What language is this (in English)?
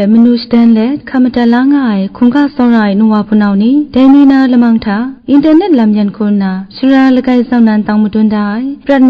Kachin